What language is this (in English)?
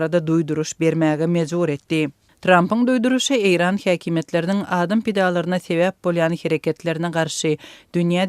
Turkmen